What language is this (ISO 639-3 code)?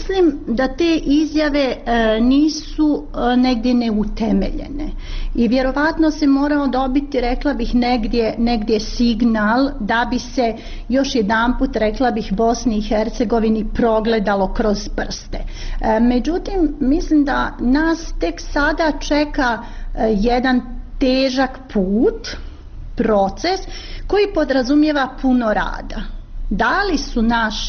bos